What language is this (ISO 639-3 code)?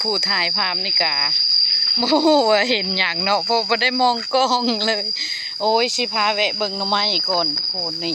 lao